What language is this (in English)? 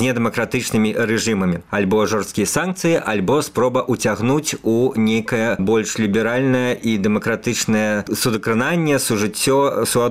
Belarusian